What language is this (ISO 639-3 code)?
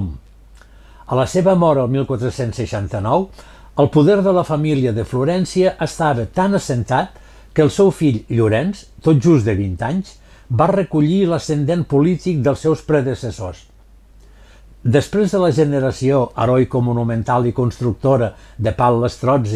cat